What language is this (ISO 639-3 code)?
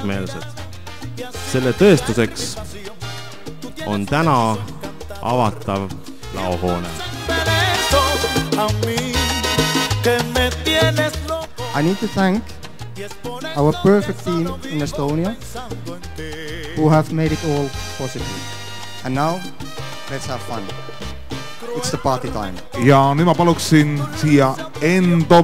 est